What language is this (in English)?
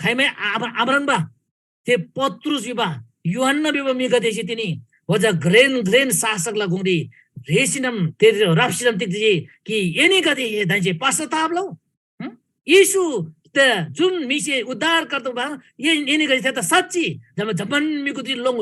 Eastern Tamang